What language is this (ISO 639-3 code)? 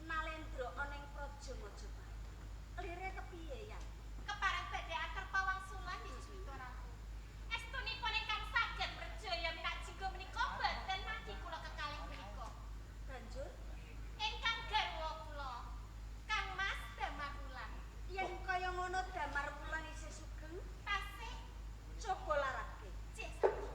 jav